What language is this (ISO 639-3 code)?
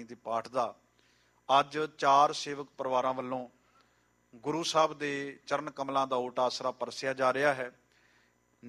pan